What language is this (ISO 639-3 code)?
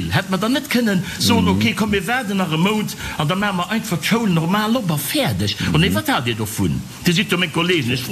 ltz